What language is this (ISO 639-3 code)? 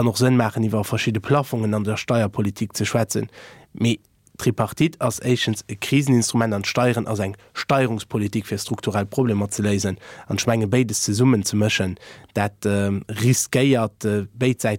ltz